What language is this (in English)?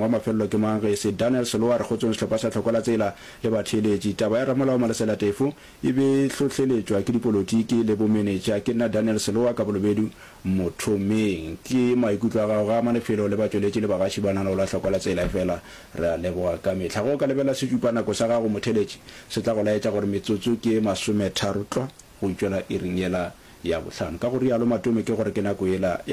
Northern Sotho